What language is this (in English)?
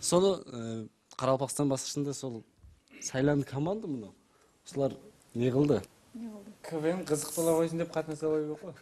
Kara-Kalpak